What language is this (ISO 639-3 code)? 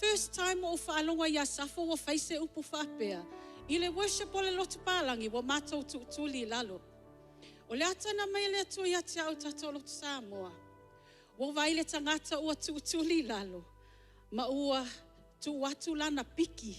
smo